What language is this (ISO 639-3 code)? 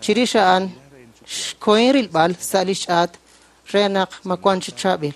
kek